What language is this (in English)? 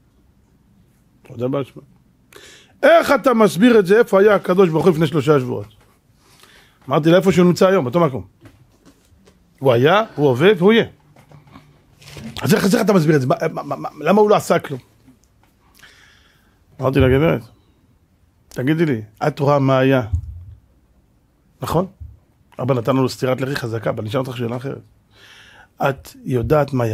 Hebrew